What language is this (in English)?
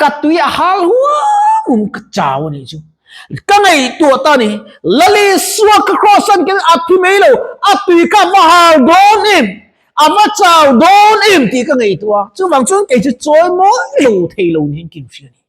Mizo